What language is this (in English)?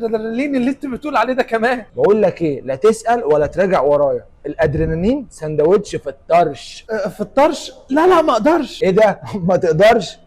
Egyptian Arabic